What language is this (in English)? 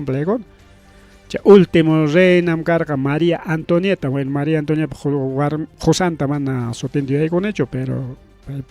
Ayacucho Quechua